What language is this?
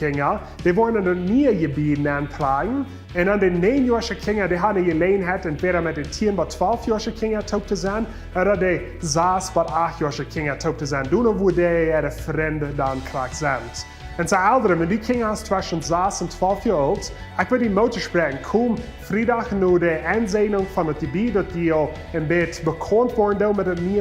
Plautdietsch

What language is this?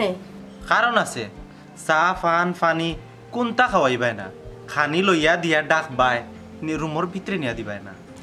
Sylheti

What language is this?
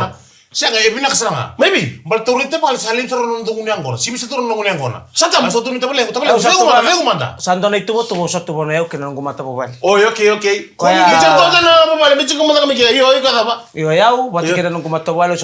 Fijian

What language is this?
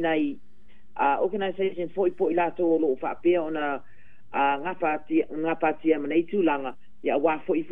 Samoan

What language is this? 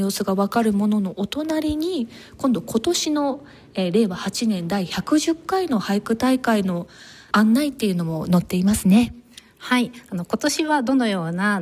Japanese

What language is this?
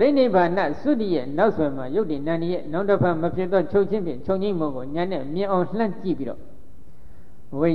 Burmese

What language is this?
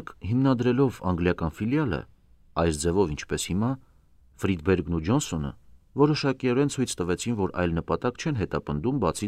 Armenian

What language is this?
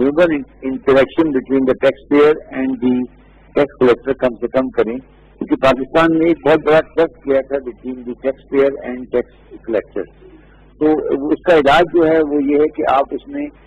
Urdu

